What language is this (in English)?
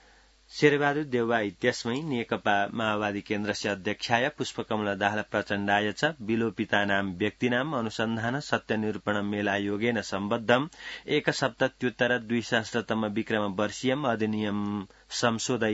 Sanskrit